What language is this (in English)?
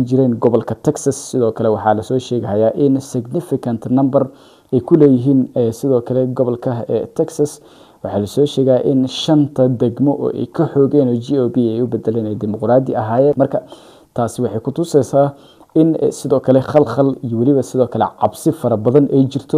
Somali